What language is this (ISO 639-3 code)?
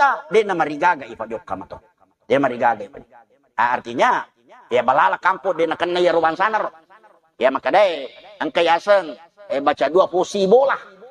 bug